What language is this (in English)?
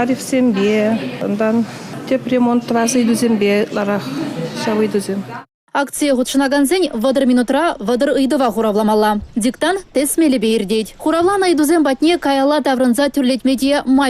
Chuvash